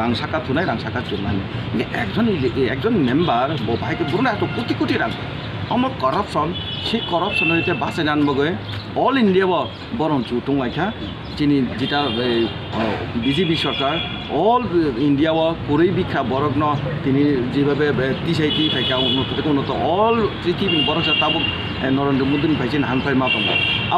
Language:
Kok Borok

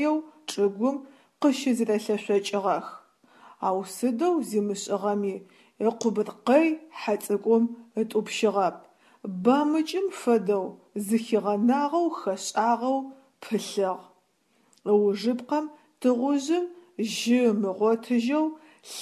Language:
Adyghe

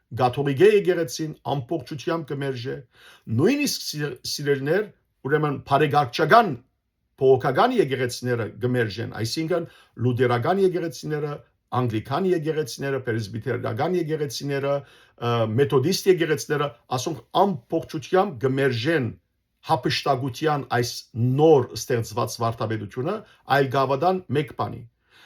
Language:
Western Armenian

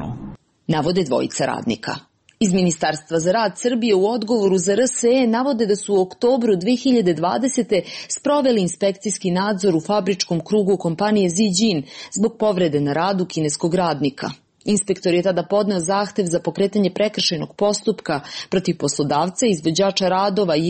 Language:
Serbian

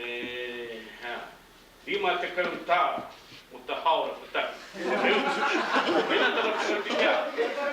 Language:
Māori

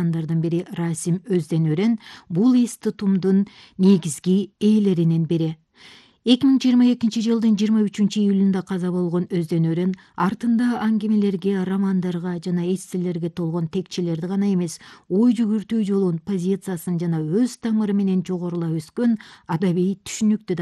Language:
Kyrgyz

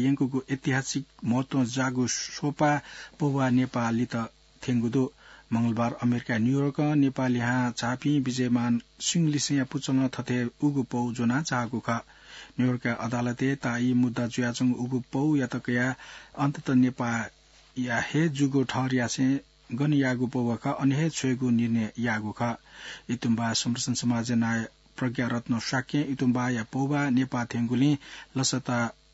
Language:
Newari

